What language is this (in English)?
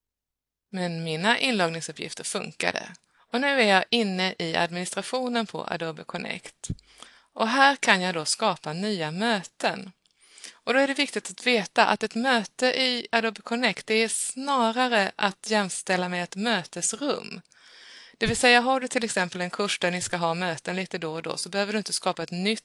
Swedish